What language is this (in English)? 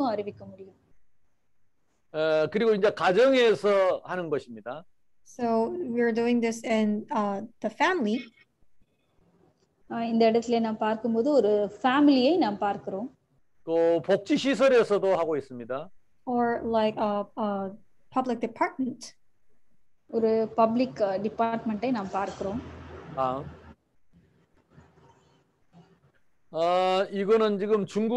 Tamil